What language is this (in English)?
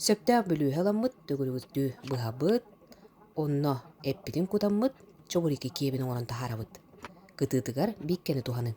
Yakut